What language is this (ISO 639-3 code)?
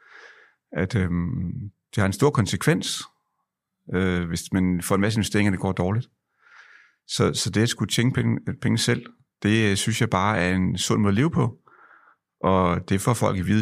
dan